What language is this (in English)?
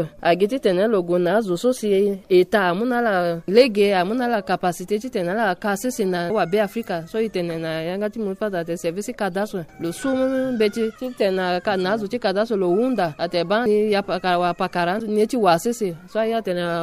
Sango